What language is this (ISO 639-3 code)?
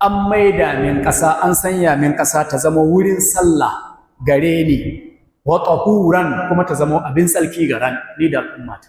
hau